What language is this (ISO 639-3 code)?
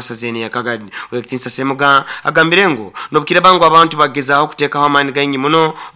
nyn